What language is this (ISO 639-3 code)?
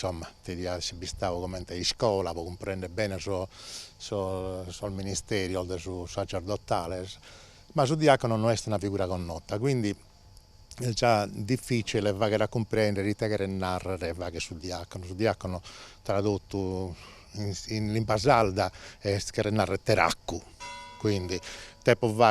srd